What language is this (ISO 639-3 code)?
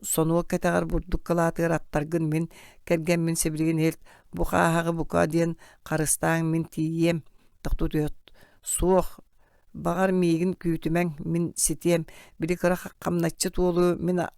sah